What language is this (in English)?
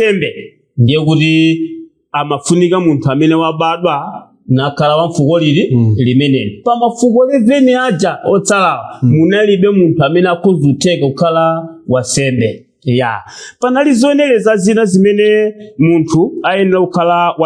Nyanja